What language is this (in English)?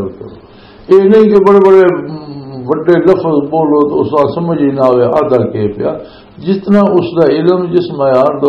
Western Panjabi